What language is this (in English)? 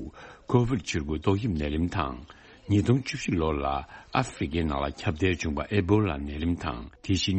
Tibetan